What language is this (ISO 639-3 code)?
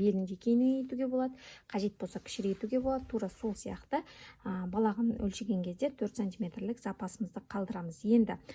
kaz